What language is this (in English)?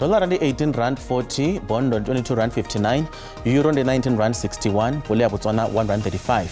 Venda